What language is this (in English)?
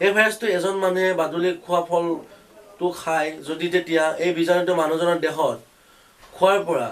Assamese